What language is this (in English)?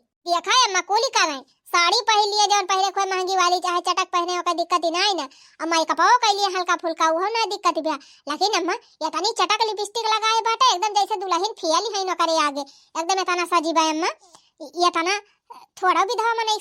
Awadhi